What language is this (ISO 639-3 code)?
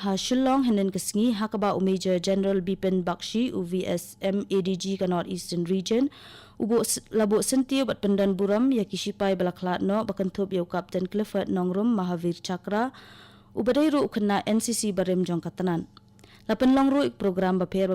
kha